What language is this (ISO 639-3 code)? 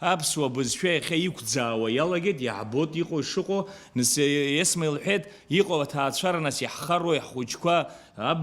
abk